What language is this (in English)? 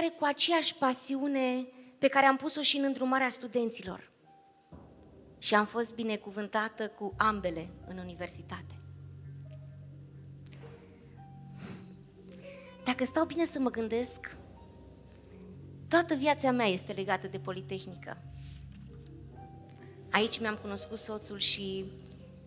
Romanian